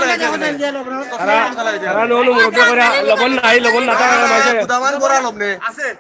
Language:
Sylheti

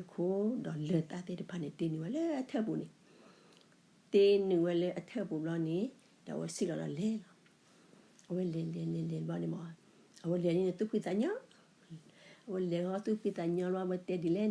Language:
S'gaw Karen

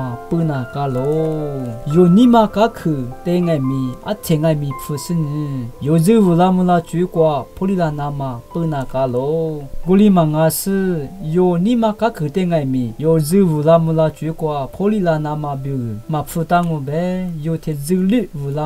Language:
Lisu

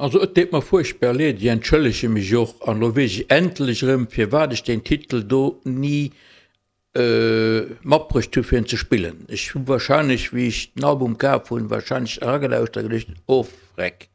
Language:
Luxembourgish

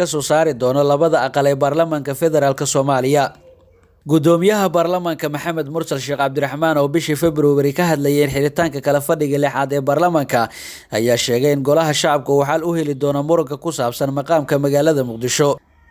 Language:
Somali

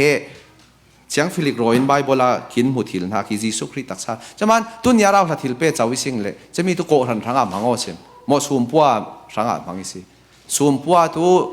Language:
Falam Chin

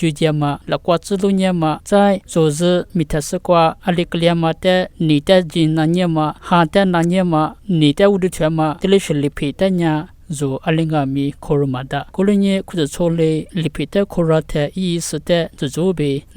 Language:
Lisu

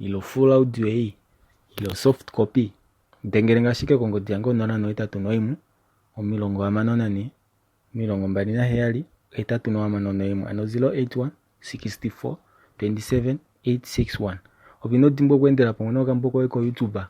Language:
Kuanyama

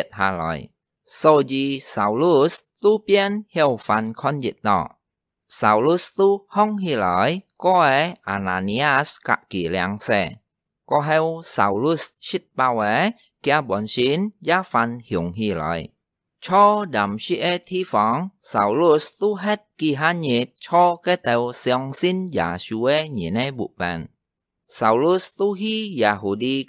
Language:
Hakka Chinese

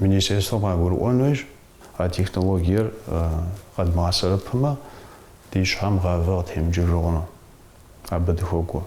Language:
Kabardian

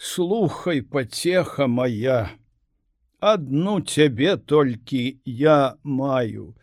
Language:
Belarusian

